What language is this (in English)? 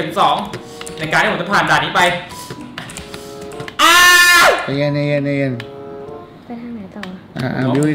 Thai